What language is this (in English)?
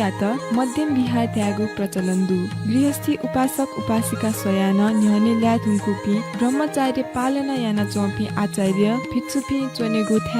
Newari